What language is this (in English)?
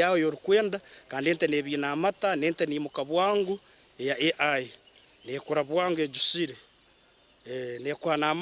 Nyankole